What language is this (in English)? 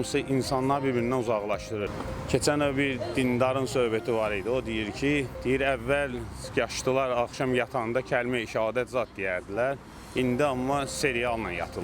Azerbaijani